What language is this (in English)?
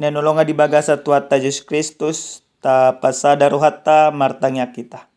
Batak Toba